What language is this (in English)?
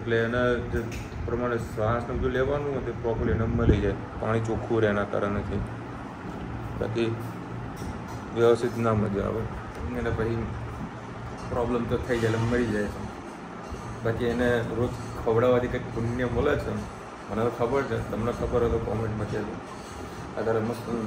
Gujarati